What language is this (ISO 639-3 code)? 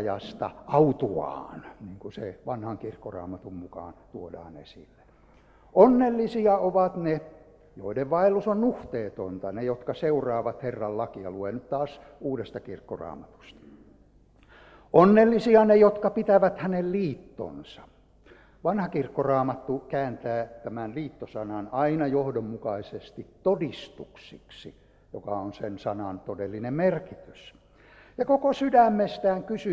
fin